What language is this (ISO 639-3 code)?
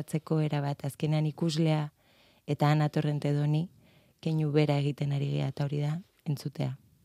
eus